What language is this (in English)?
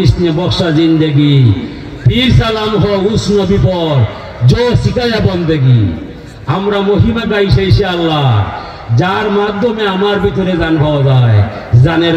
Sylheti